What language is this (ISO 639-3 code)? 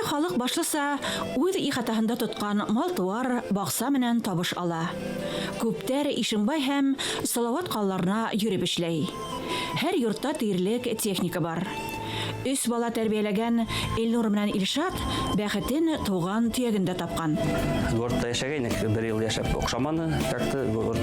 bak